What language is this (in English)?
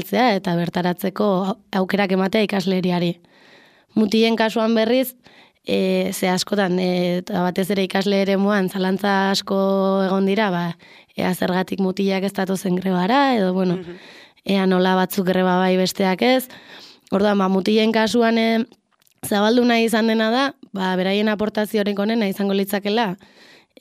Basque